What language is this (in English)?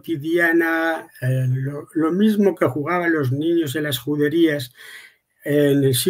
Ladino